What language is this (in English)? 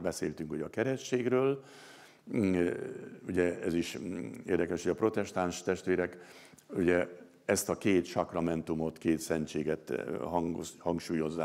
Hungarian